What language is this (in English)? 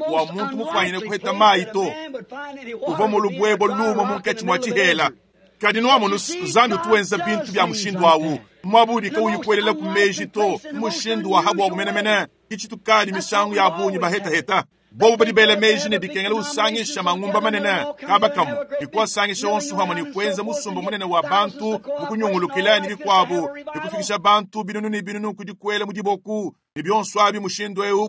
Luba-Lulua